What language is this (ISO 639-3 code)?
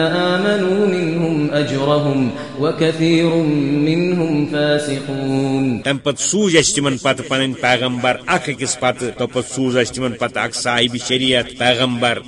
kas